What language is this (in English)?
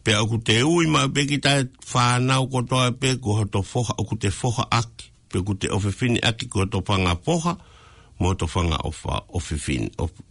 Tongan